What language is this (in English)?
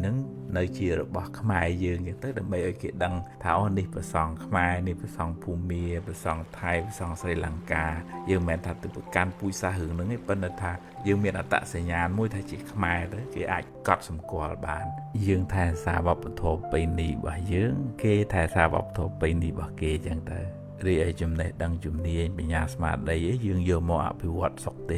Khmer